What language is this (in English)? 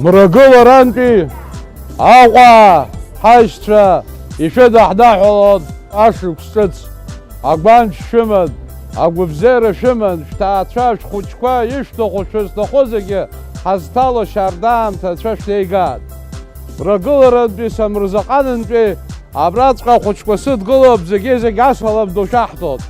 Abkhazian